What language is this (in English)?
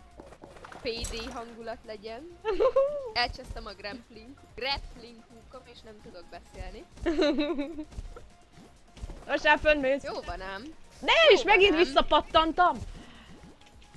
Hungarian